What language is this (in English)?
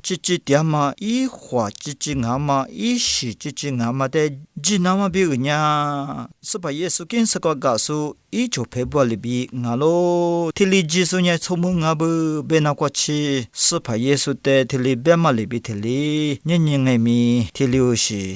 Lisu